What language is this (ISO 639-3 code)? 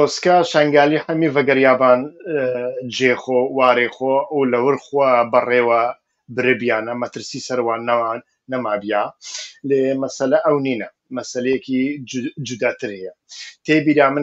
kur